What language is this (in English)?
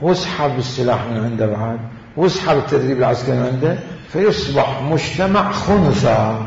Mesopotamian Arabic